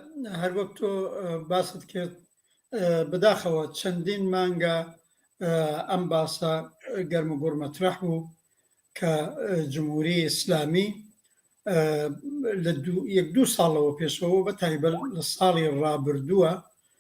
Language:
Central Kurdish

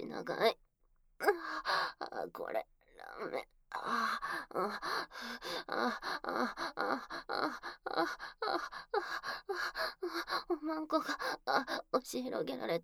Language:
Japanese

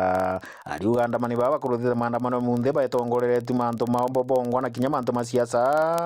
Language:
Meru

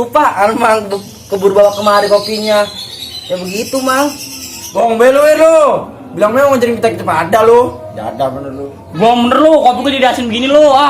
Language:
Betawi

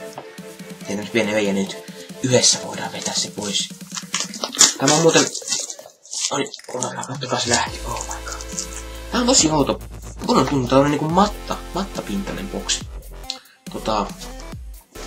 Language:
Finnish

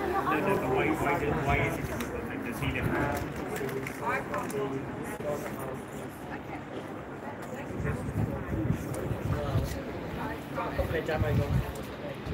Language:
English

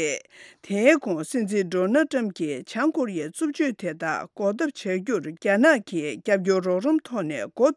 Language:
Tibetan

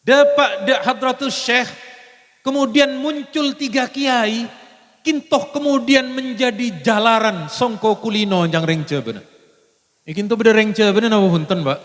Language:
Madurese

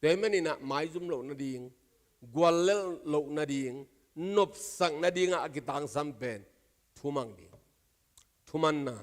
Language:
Tedim Chin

